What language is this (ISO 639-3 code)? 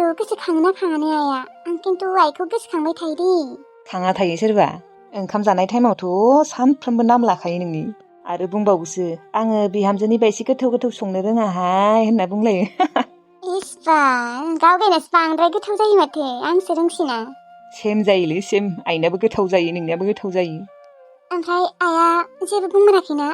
brx